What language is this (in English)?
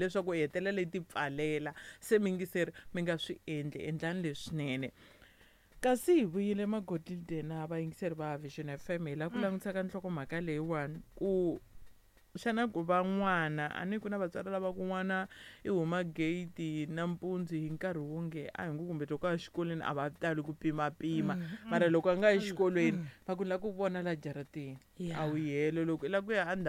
Tsonga